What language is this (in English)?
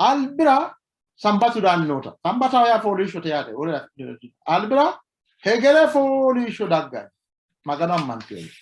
Sidamo